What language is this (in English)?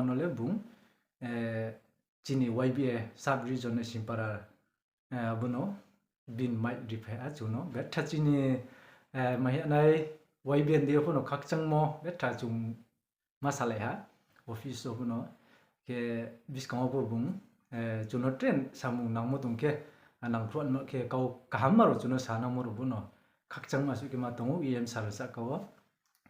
Riang (India)